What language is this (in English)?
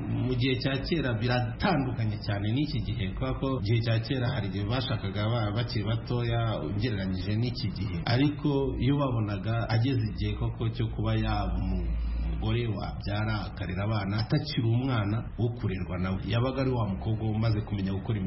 Kinyarwanda